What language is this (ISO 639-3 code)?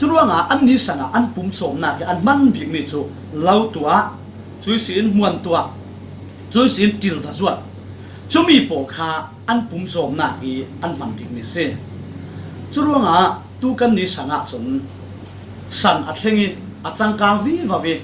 cfm